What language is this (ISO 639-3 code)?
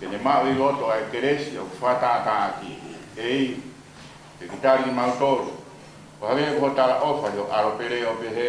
ton